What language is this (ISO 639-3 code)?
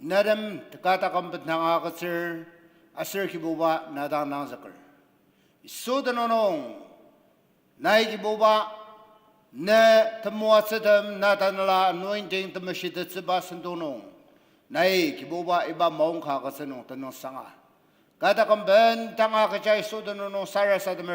njo